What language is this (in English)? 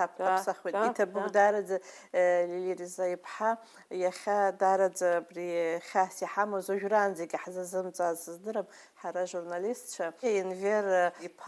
Abkhazian